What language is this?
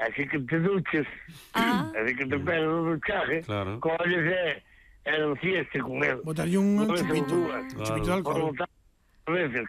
Galician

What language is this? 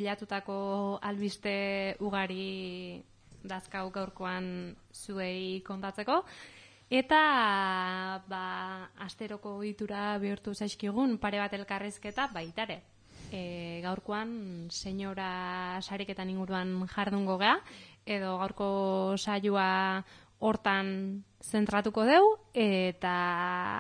Basque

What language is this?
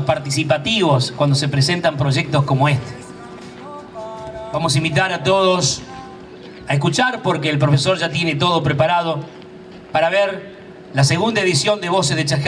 Spanish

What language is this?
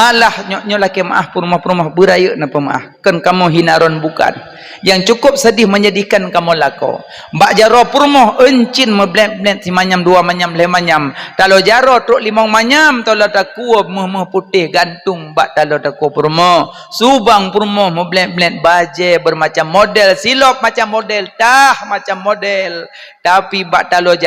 Achinese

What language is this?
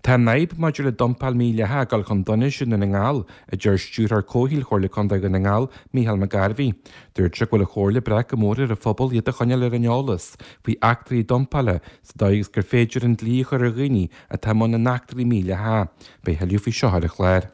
Irish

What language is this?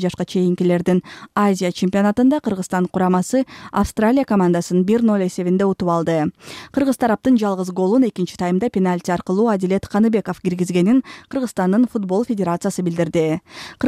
Kyrgyz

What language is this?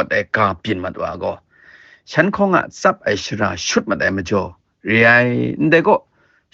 Kachin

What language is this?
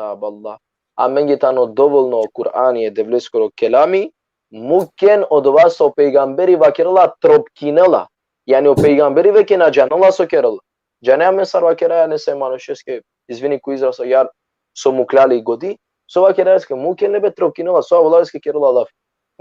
Balkan Romani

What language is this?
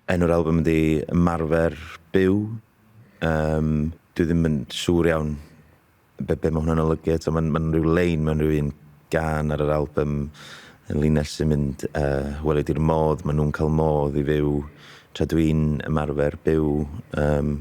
Welsh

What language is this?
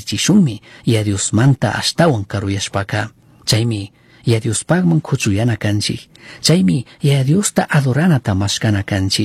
Chimborazo Highland Quichua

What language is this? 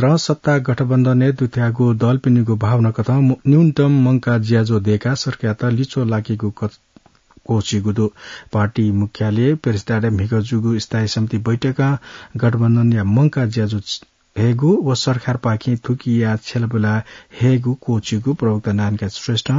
Newari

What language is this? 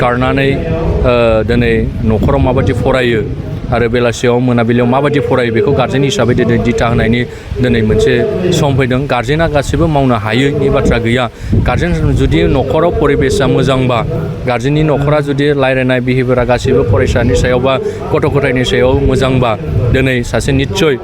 Bodo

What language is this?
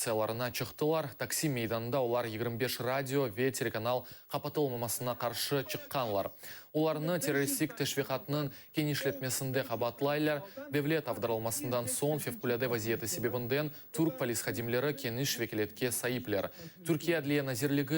Crimean Tatar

